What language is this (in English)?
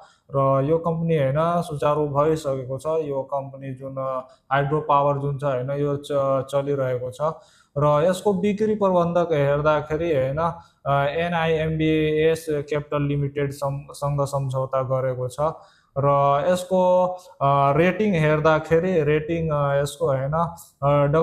Nepali